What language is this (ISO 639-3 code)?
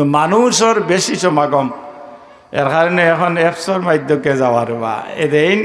syl